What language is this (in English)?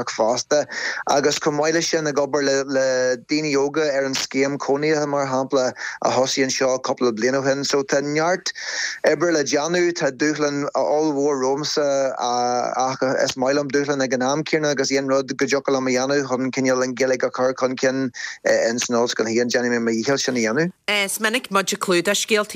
Irish